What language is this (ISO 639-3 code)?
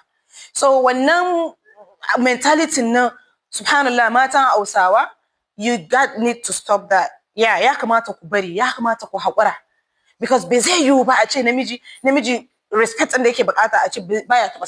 hau